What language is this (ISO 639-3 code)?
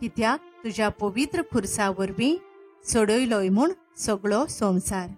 kok